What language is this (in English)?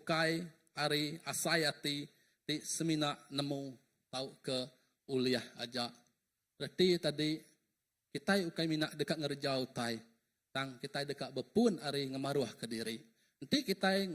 Iban